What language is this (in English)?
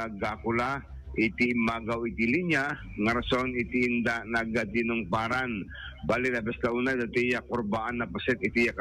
Iloko